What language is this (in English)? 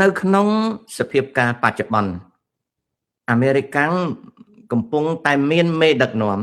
Khmer